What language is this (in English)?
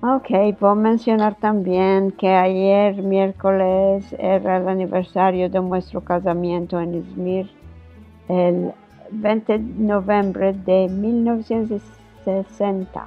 Ladino